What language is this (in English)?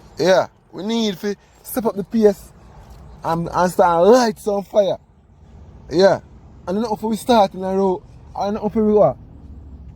Jamaican Creole English